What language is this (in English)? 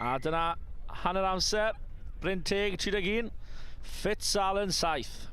Welsh